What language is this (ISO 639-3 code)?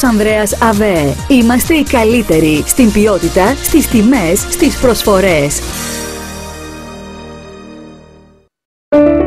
ell